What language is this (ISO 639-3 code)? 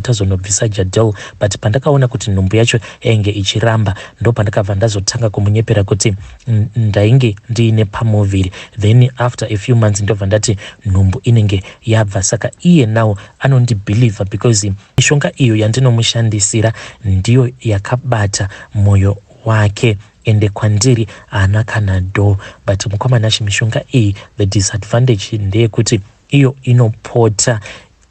sna